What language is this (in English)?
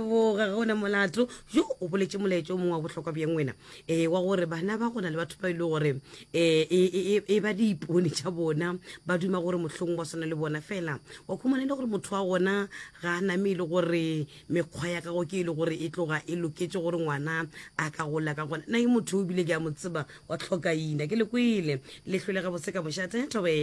Northern Sotho